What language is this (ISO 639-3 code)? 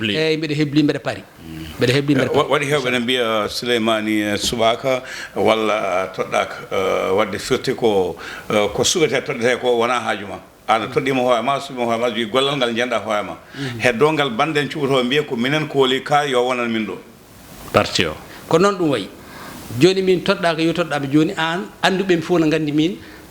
ful